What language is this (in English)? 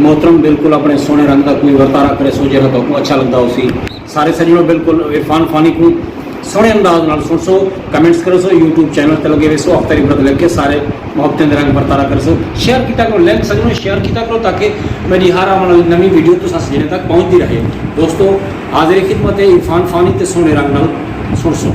Saraiki